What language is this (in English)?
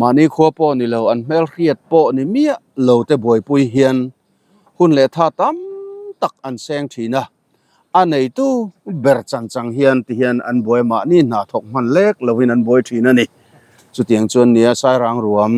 Mizo